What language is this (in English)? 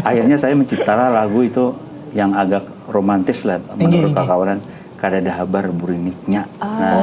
Banjar